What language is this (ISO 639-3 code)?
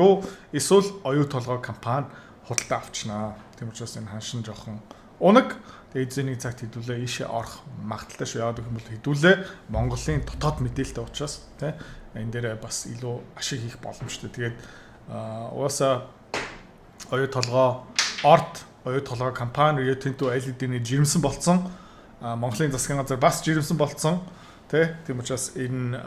mon